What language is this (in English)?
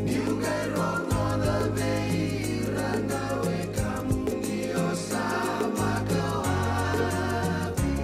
Fijian